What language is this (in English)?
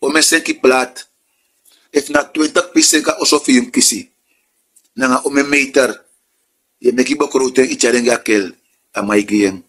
Sranan Tongo